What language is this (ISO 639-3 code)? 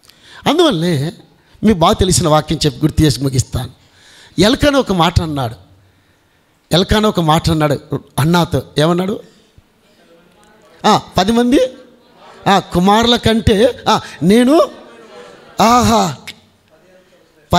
tel